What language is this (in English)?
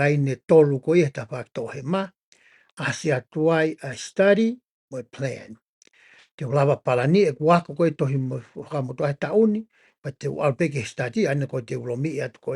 Tongan